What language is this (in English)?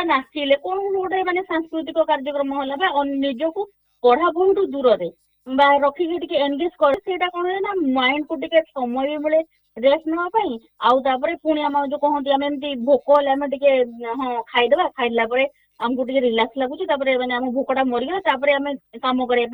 Odia